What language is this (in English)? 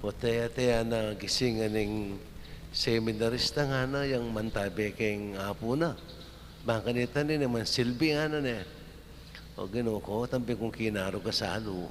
Pampanga